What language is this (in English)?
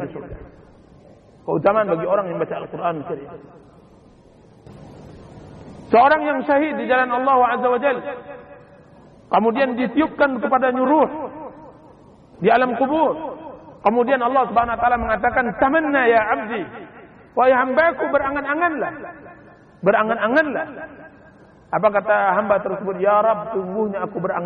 Indonesian